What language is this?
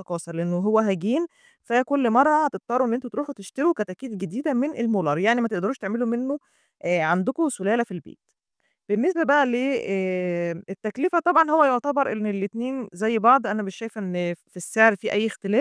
Egyptian Arabic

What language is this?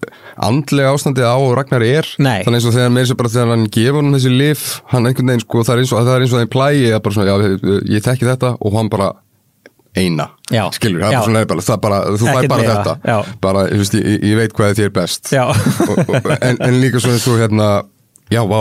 Icelandic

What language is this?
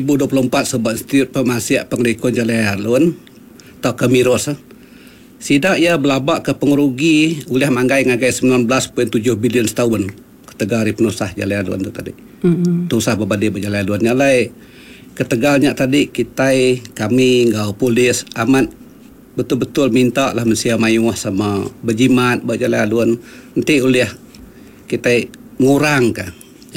Iban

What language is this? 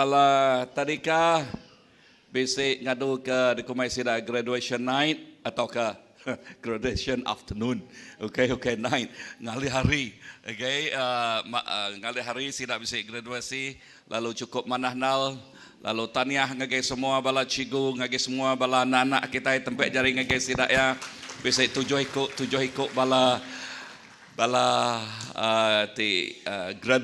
Iban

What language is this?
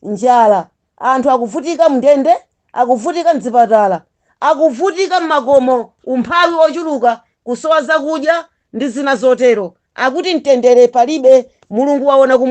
Nyanja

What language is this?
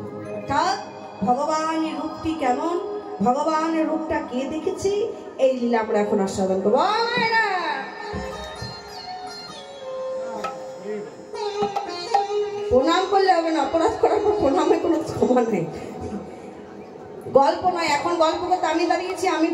Bangla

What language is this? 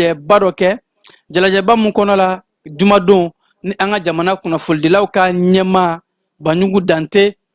Bambara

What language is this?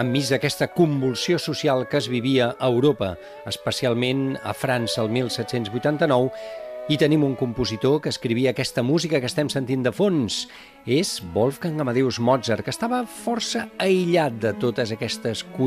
Catalan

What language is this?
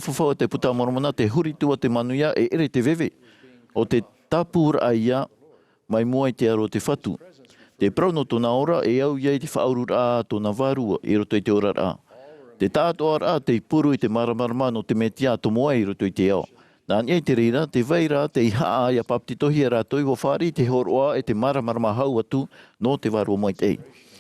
Tahitian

